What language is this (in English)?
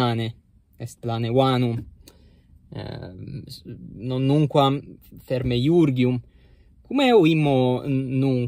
Latin